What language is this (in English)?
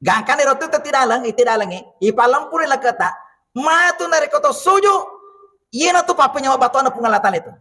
Buginese